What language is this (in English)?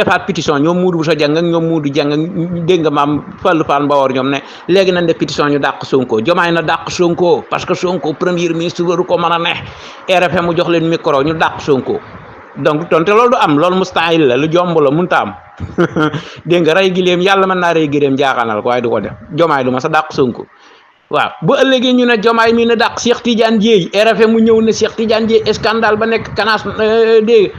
Wolof